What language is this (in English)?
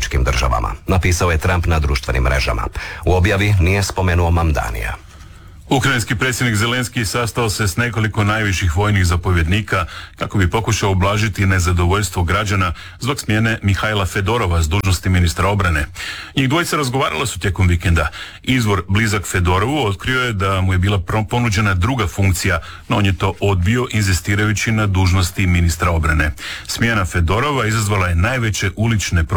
Croatian